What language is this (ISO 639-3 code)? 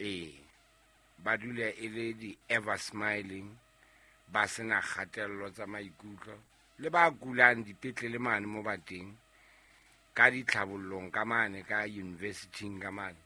sot